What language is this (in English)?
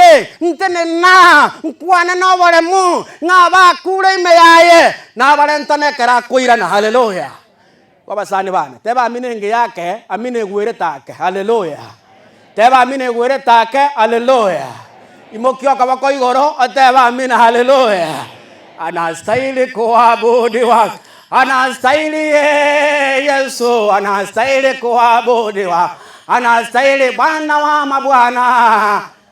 Gusii